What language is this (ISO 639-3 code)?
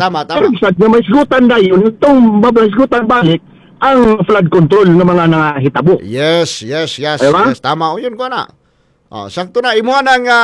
ceb